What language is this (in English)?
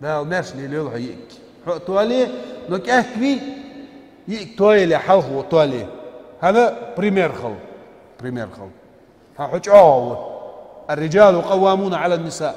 Ingush